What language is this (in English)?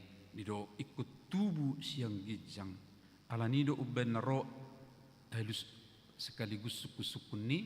Batak Toba